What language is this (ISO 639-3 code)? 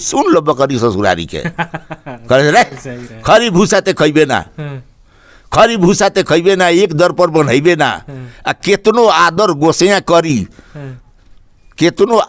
bho